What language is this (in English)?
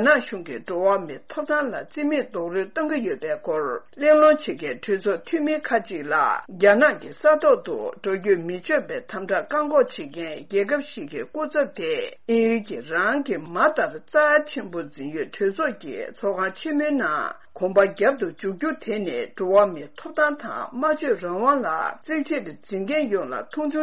Tibetan